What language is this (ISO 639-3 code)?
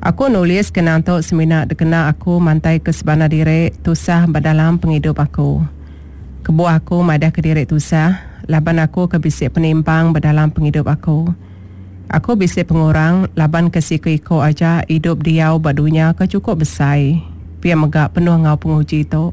iba